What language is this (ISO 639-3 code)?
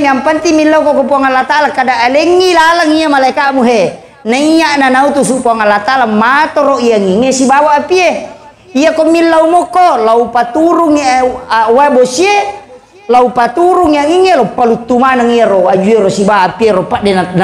bug